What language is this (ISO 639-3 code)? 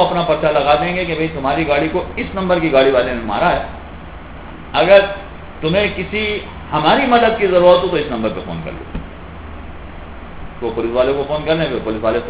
urd